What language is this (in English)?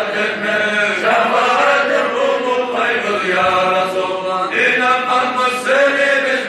Kumyk